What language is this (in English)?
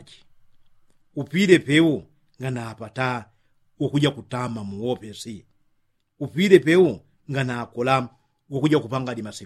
Yao